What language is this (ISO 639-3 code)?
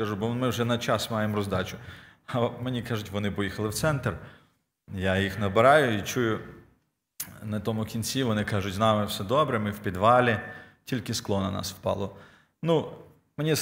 ukr